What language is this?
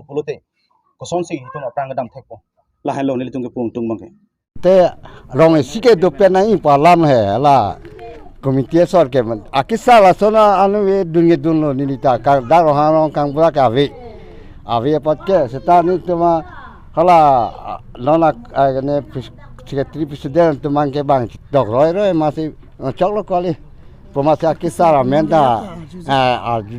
Karbi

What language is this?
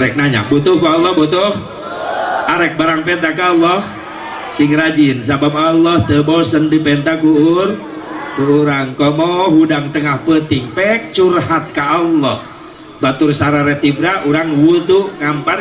Sundanese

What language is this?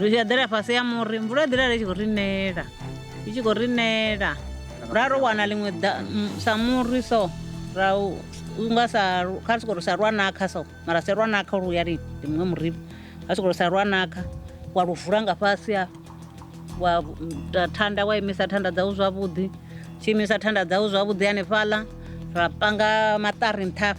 Venda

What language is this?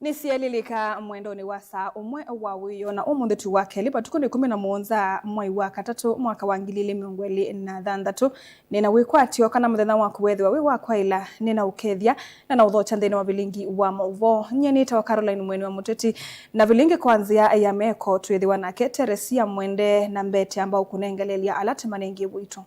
Kamba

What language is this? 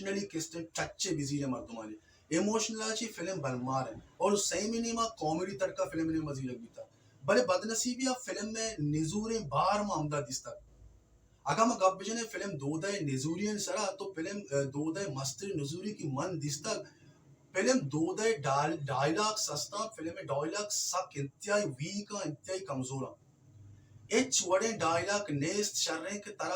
Baluchi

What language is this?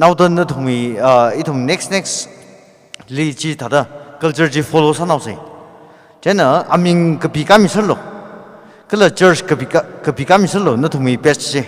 Tangkhul Naga (India)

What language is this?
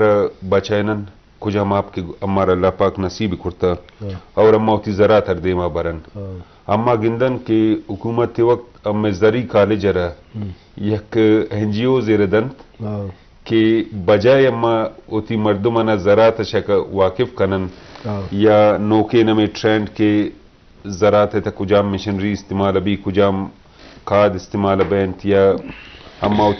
Eastern Balochi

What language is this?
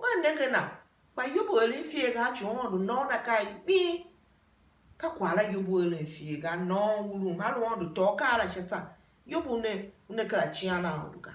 Tiv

